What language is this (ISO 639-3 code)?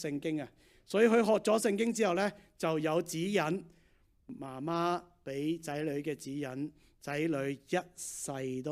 yue